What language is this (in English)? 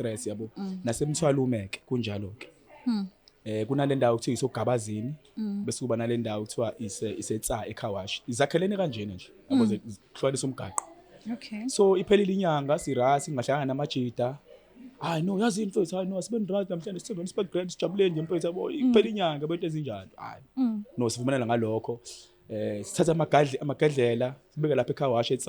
Zulu